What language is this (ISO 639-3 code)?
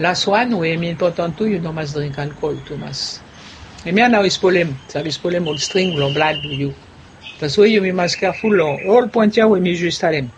bis